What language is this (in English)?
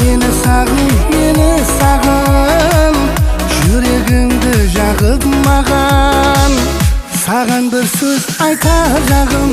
Kara-Kalpak